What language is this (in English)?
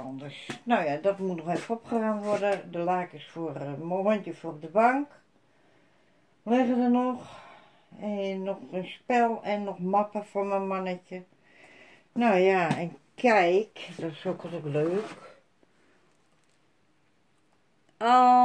Dutch